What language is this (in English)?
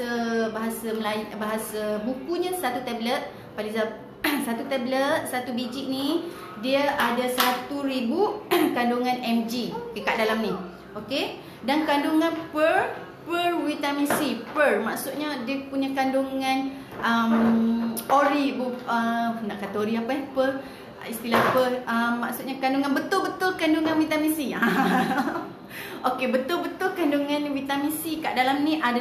Malay